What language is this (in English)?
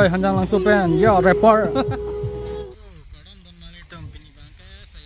Karbi